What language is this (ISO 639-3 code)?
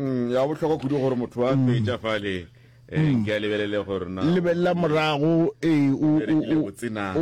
nso